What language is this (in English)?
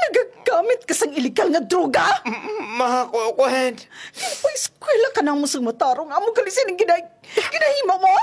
Hiligaynon